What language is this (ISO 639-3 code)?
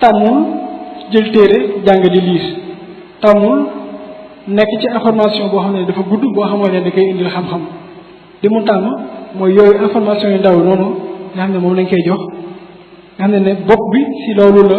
wol